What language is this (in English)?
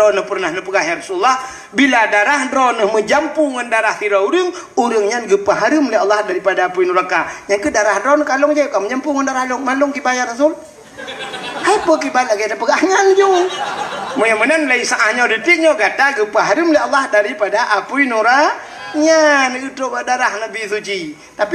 Achinese